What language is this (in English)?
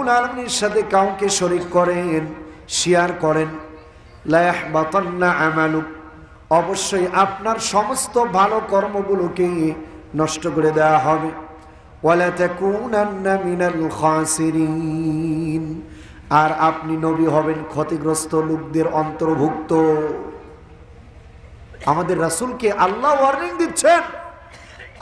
Bangla